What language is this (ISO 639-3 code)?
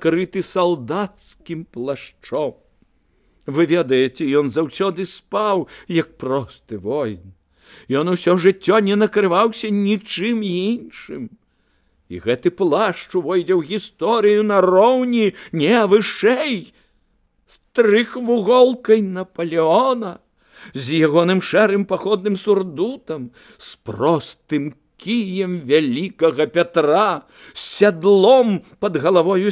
bel